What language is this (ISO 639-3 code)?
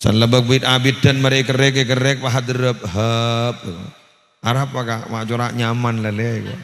mad